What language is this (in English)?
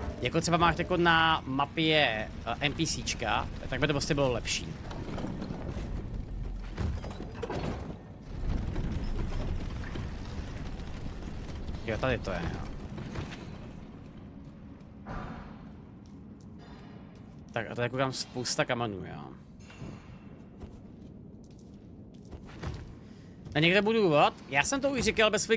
Czech